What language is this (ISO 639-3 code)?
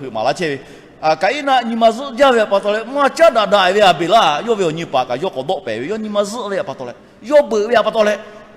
lhu